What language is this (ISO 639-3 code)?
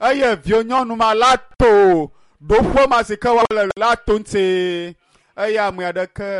ewe